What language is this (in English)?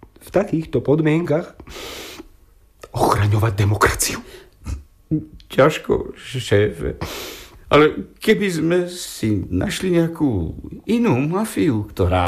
Slovak